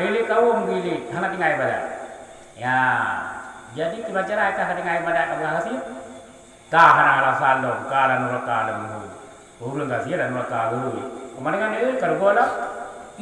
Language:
Achinese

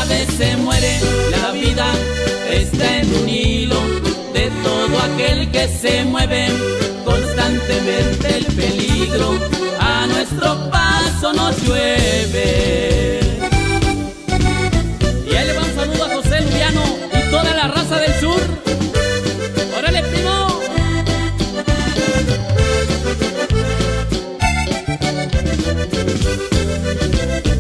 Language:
Spanish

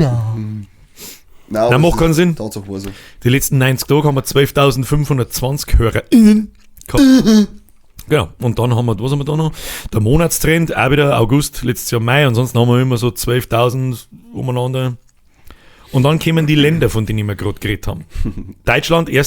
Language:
Bavarian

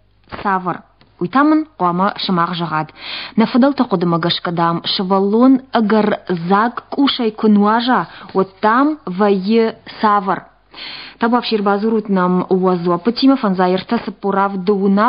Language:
Ossetic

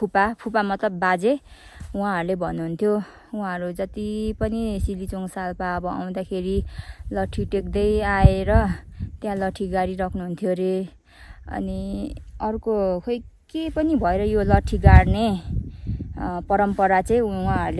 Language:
Nepali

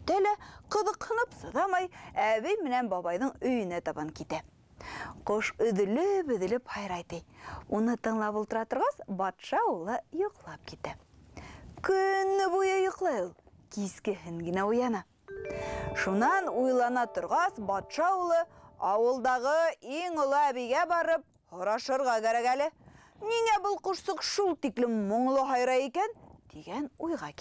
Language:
Bashkir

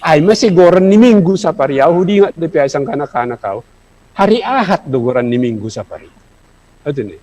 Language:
Batak Simalungun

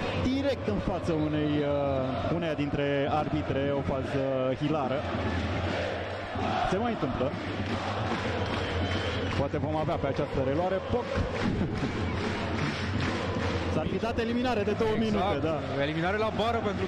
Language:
Romanian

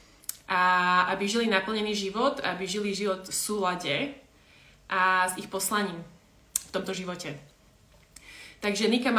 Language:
Slovak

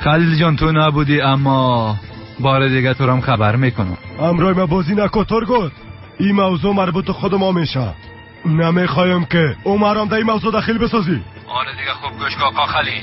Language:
Persian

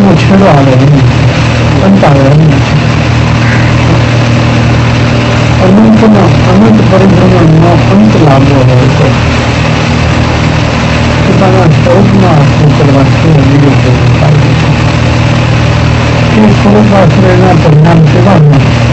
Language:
Gujarati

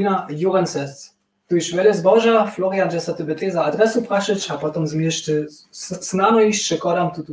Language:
Upper Sorbian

